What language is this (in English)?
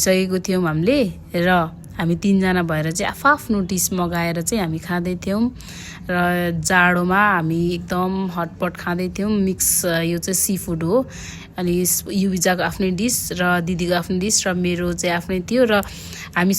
Nepali